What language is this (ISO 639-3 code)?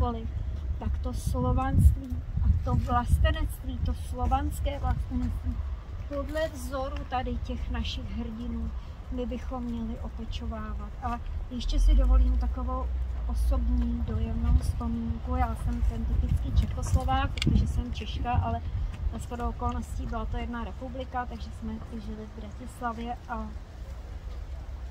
ces